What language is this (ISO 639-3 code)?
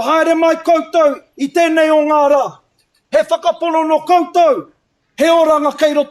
mri